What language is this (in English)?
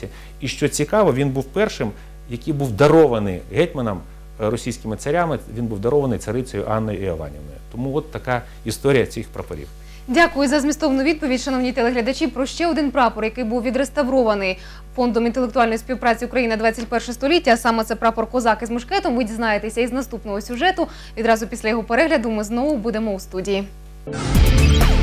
Ukrainian